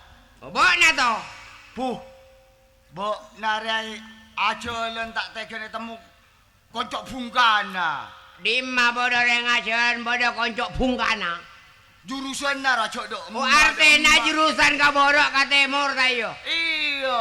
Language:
Madurese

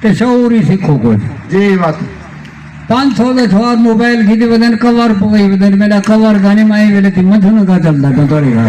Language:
Saraiki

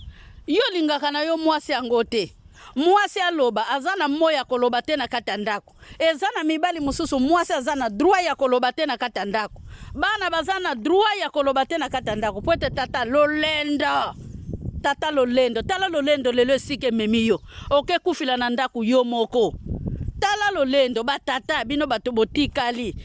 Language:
Lingala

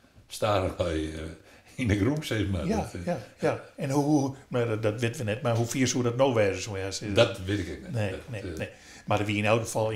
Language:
Western Frisian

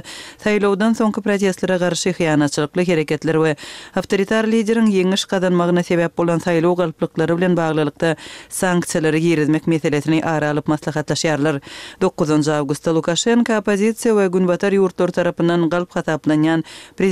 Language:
Kyrgyz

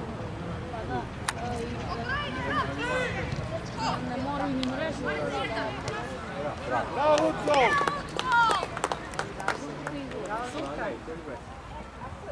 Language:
Croatian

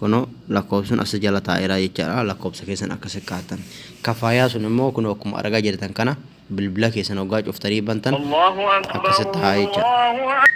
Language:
Oromo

